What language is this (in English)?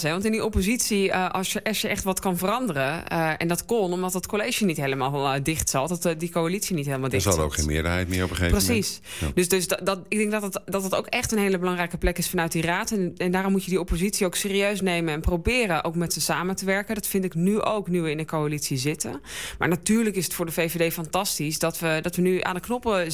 Dutch